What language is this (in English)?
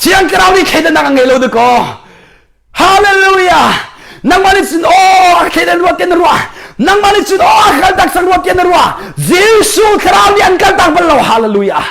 Hakha Chin